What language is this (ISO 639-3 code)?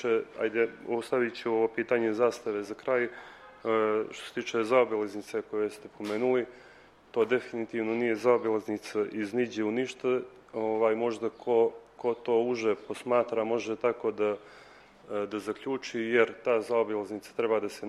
srp